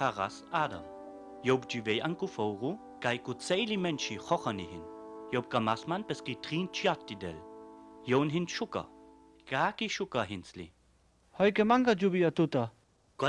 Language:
Sinte Romani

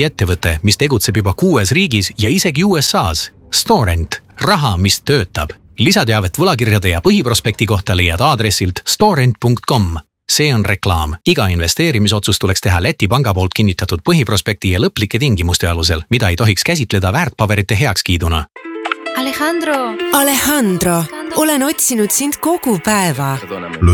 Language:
Estonian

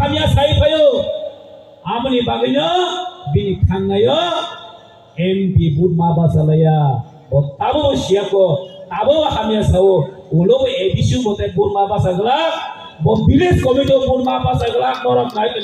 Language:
Kok Borok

